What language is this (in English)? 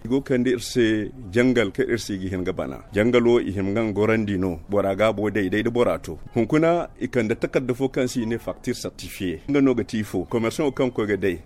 Zarma